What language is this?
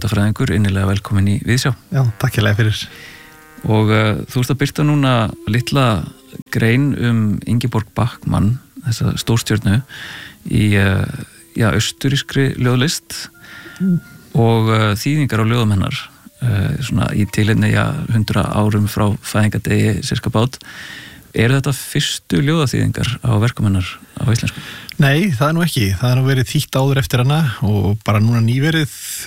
Icelandic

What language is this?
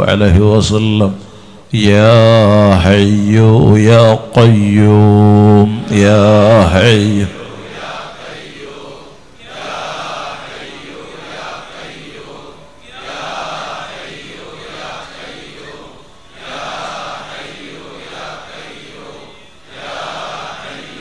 Malayalam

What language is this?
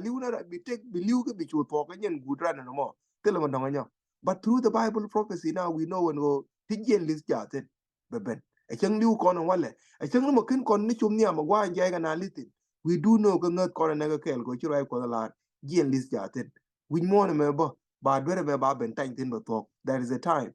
Nuer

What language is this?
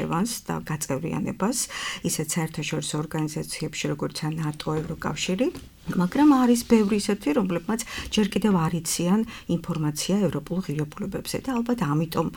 Georgian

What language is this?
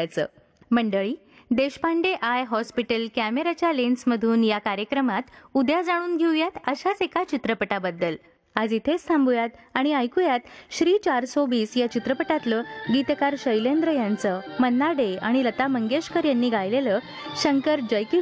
Marathi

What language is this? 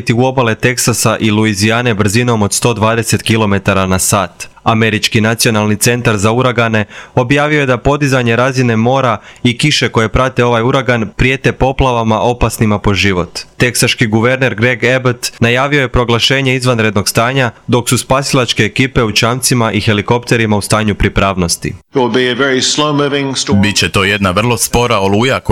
Croatian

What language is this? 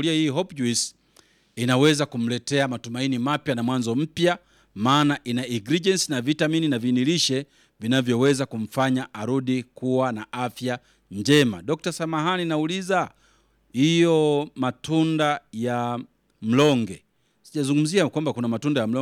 Swahili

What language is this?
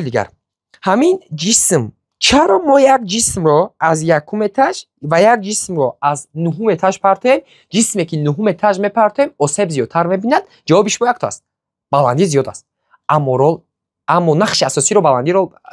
Tajik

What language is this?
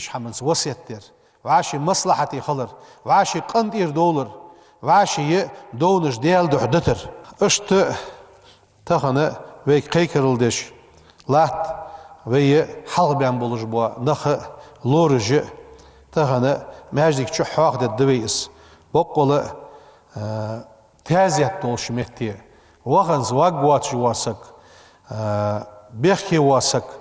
Ingush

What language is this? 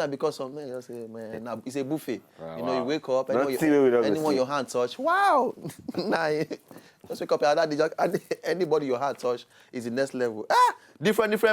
Nigerian Pidgin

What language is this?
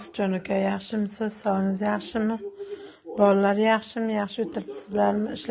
Uzbek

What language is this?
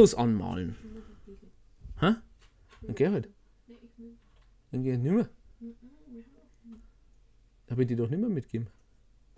Bavarian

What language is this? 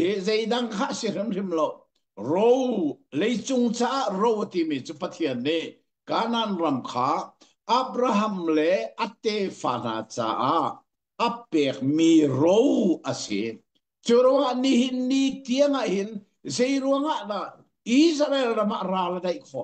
Hakha Chin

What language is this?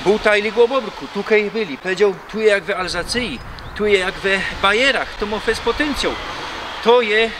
Silesian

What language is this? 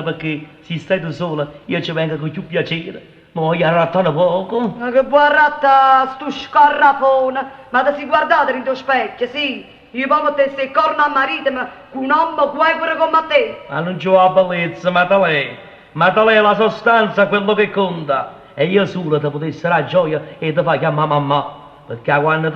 Neapolitan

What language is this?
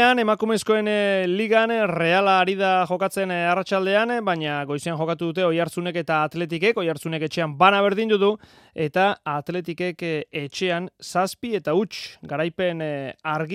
Basque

